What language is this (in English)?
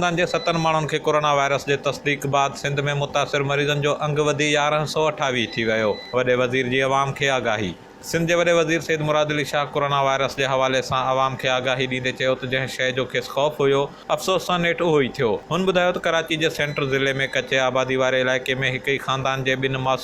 Sindhi